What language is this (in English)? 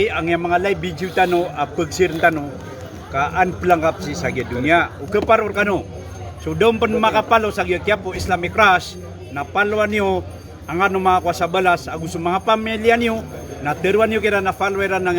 Maranao